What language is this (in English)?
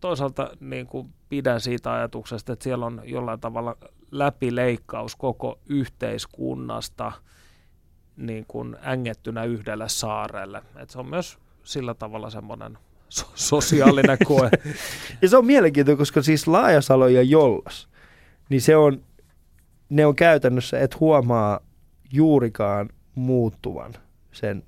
Finnish